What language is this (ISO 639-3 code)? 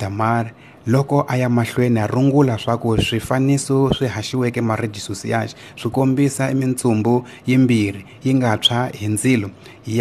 tso